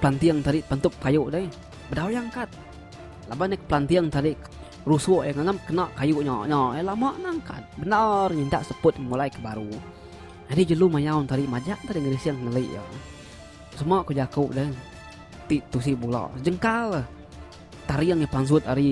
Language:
Iban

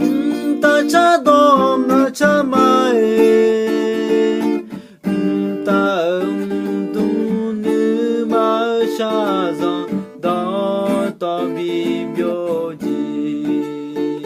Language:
Akha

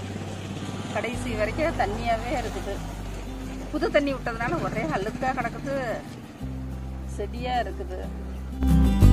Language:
Tamil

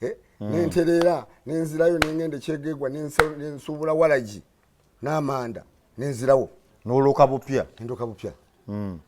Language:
Ganda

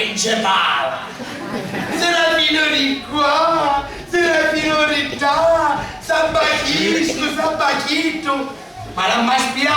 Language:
Sicilian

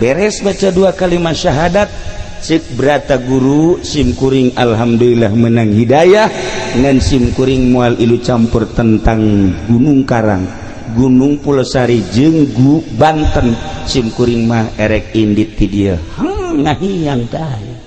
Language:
Sundanese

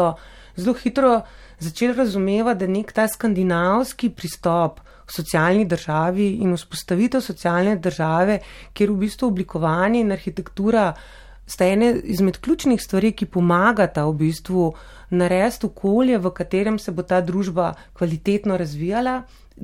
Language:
Slovenian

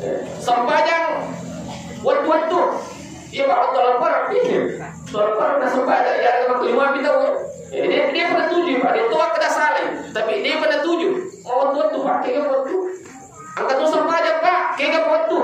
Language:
Buginese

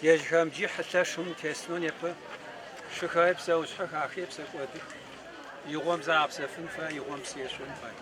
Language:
Adyghe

